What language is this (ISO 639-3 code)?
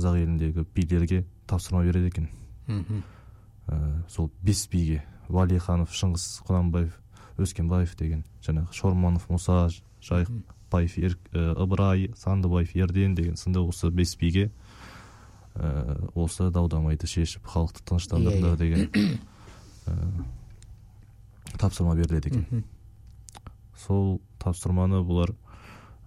kaz